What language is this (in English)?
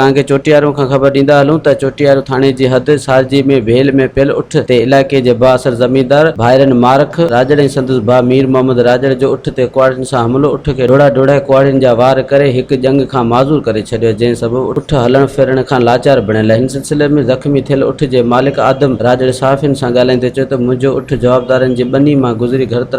Sindhi